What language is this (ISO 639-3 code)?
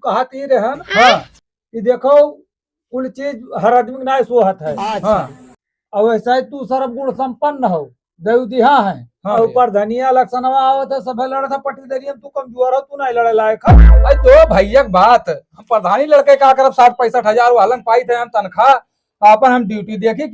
awa